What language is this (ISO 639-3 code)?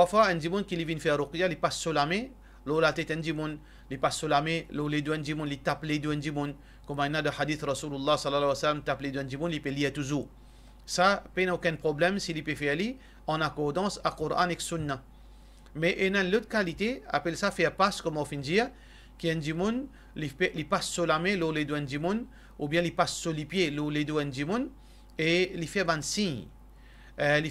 mfe